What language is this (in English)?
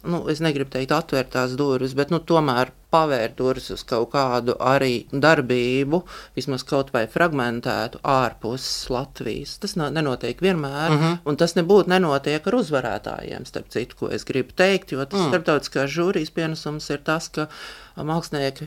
Latvian